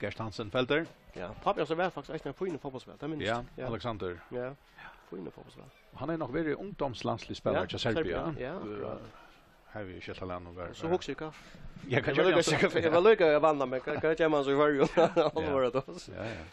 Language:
Faroese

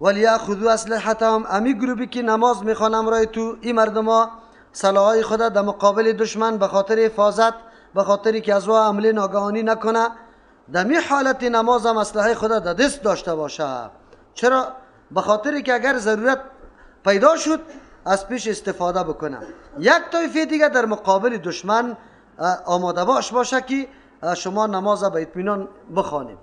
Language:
Persian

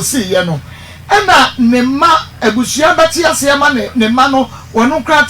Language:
Akan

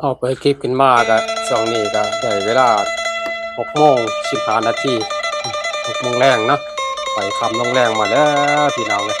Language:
Northeastern Thai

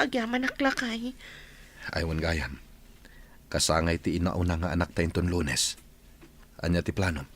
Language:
Iloko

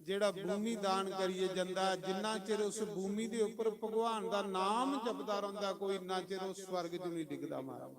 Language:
Dogri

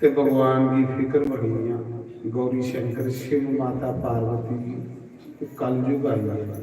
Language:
Dogri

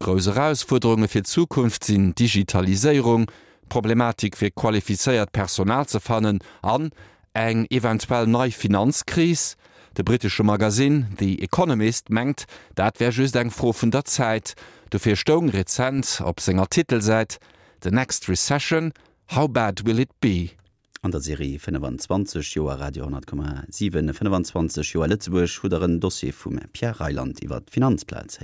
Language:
Luxembourgish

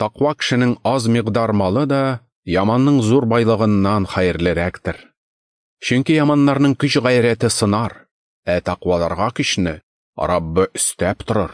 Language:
Tatar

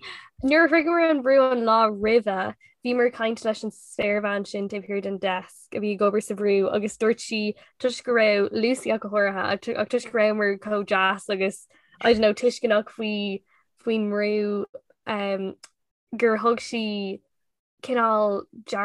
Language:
Irish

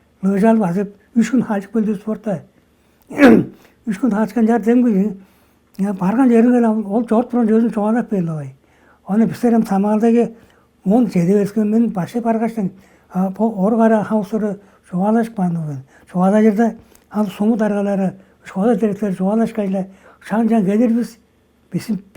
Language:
Tuvinian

